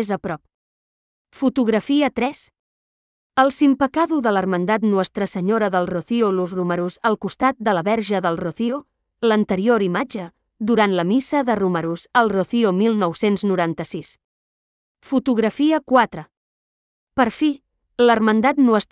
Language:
Catalan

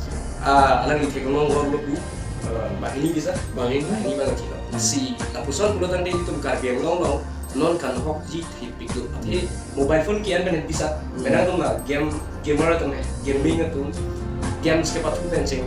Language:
Karbi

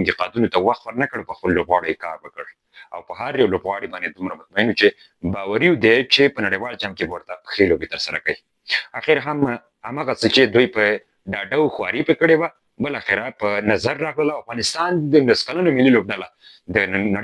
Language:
Pashto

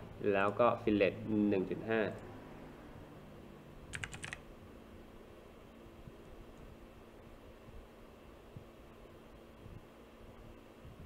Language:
Thai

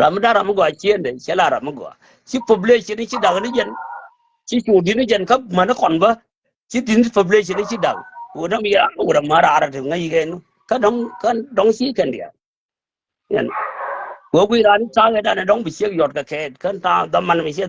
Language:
Nuer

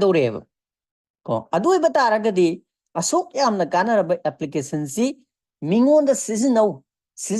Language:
Manipuri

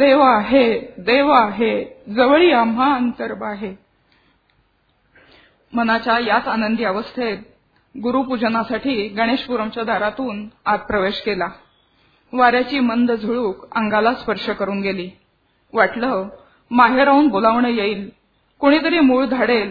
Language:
Marathi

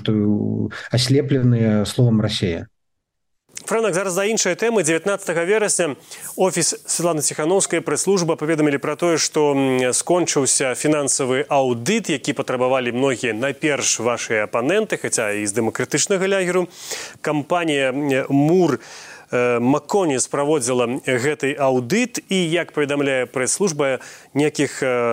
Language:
Belarusian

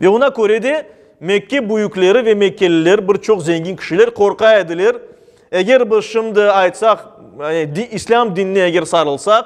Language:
Crimean Tatar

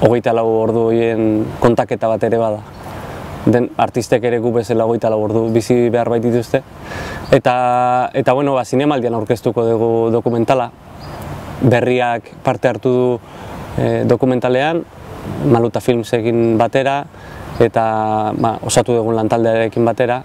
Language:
Basque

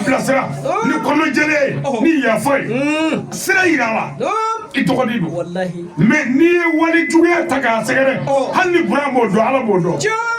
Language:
Bambara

